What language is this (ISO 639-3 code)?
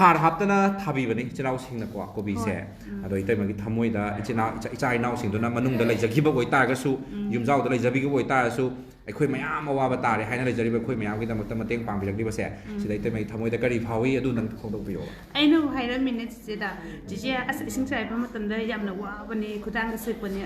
mni